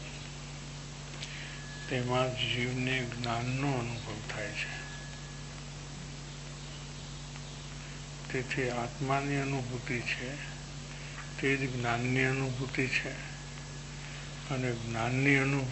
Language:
Gujarati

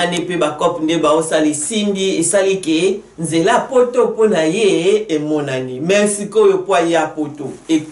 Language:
Lingala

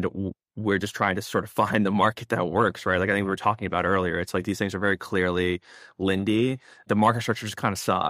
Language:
English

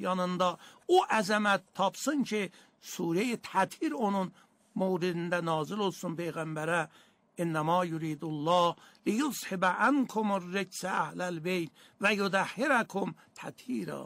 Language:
Azerbaijani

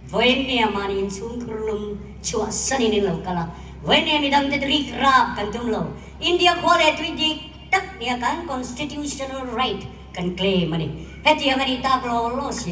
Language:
Mizo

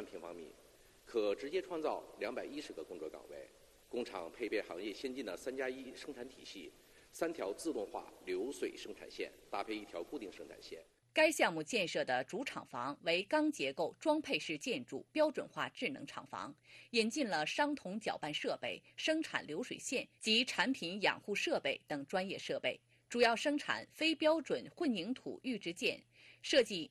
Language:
Chinese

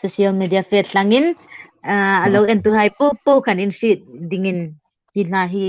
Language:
Hmar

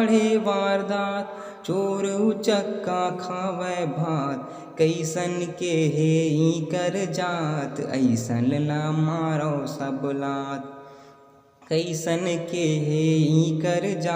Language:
Chhattisgarhi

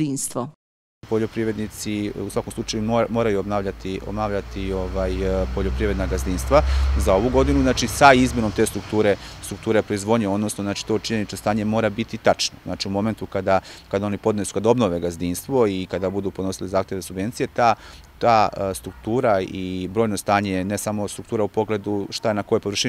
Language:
Serbian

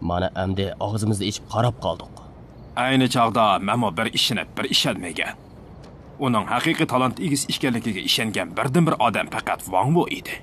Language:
Uyghur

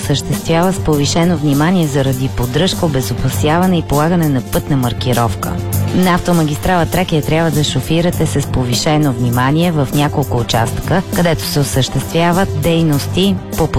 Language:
Bulgarian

